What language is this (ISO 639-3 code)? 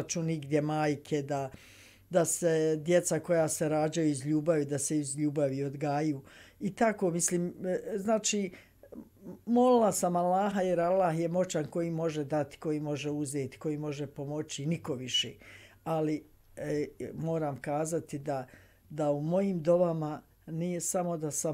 bos